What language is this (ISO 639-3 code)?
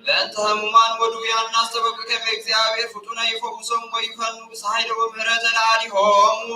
gez